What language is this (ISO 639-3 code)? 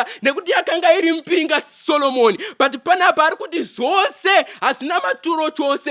sna